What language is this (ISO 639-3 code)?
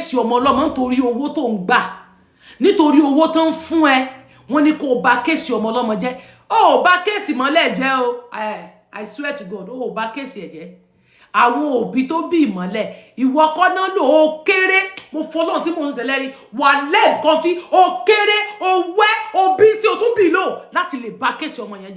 yor